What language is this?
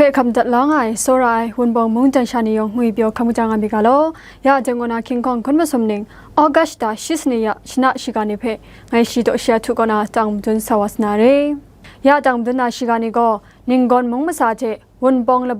Kachin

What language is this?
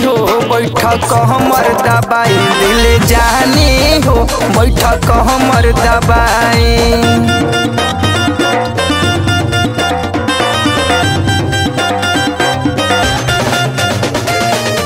Bhojpuri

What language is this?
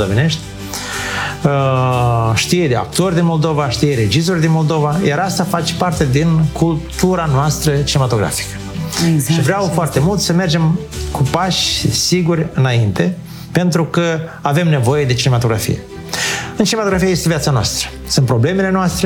Romanian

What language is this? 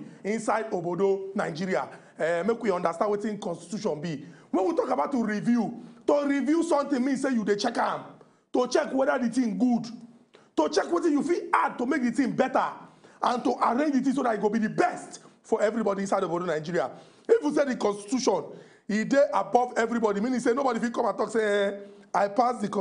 Nigerian Pidgin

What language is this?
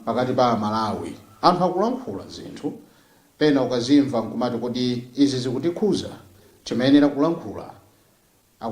Nyanja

